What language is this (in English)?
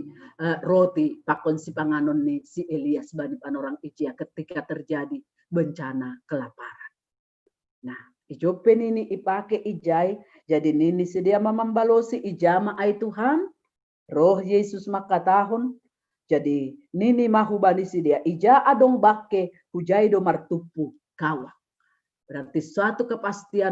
Batak Simalungun